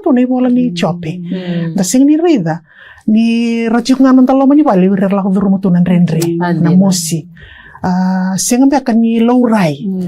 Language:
Fijian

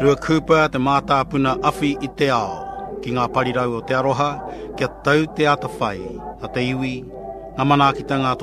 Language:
Māori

